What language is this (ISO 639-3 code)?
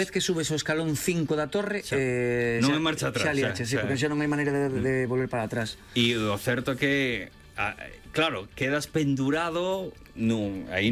glg